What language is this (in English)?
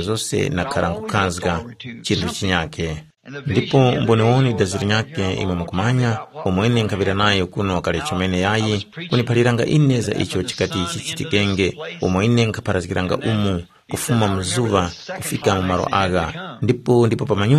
Tumbuka